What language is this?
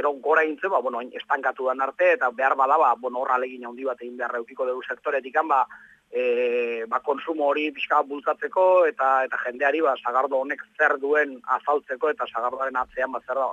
Basque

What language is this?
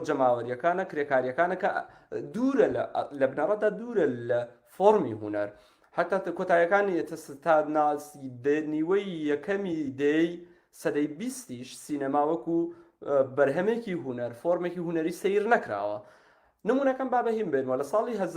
Central Kurdish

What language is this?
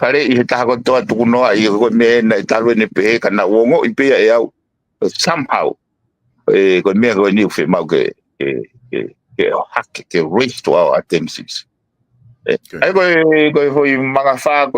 Tongan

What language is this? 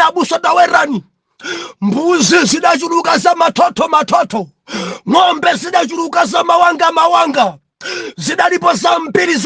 Nyanja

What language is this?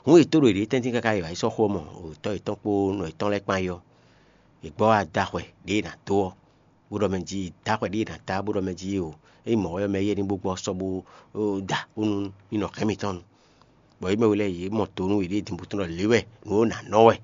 Fon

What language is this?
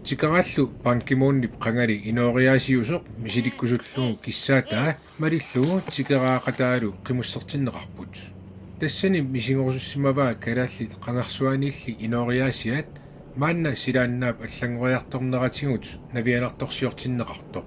Kalaallisut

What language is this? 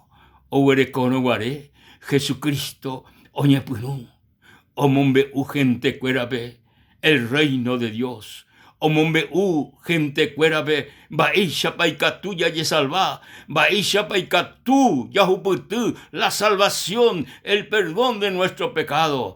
Guarani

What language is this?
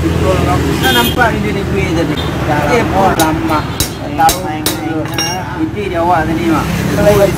Minangkabau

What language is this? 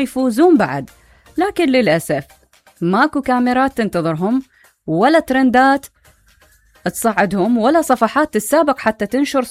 Mesopotamian Arabic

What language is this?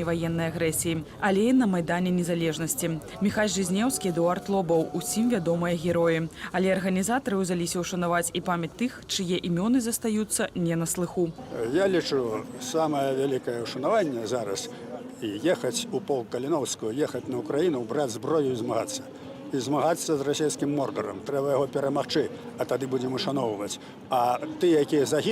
Belarusian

